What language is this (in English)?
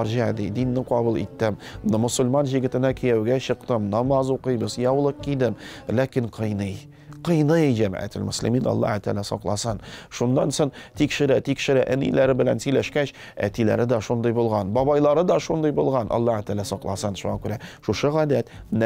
Tatar